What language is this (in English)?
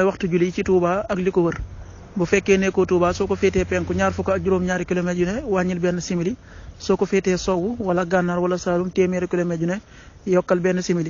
Wolof